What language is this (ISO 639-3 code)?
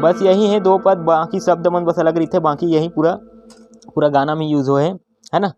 hne